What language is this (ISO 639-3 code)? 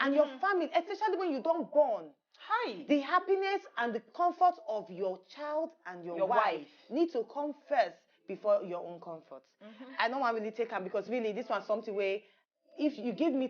pcm